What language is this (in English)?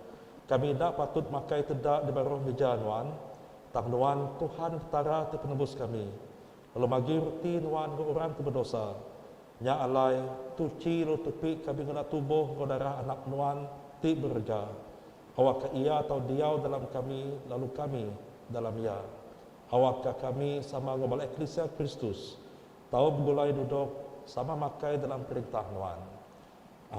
Iban